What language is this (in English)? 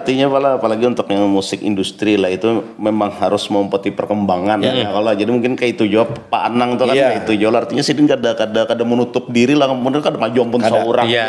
Banjar